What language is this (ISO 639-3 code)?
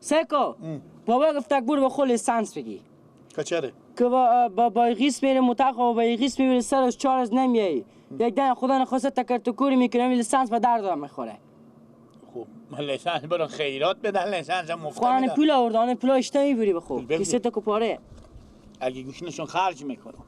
fas